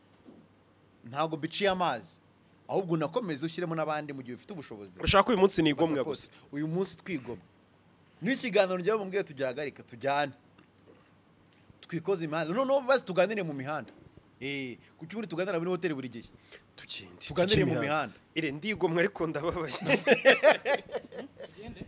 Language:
Kinyarwanda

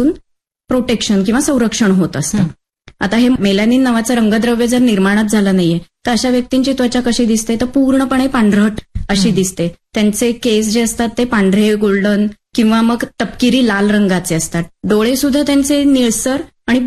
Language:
Marathi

